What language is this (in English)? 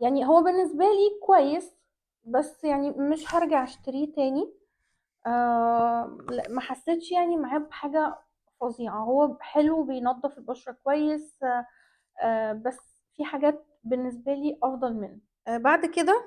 Egyptian Arabic